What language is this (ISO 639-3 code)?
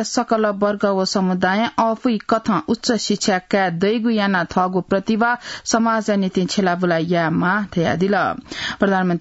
new